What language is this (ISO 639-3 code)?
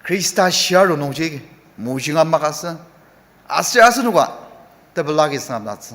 njo